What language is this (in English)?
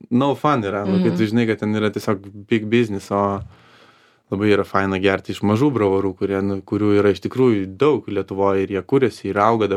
Lithuanian